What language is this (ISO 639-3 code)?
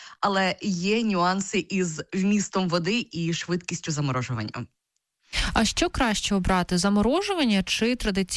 ukr